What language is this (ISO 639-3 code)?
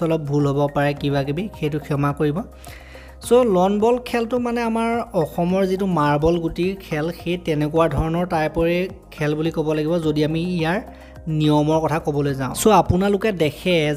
asm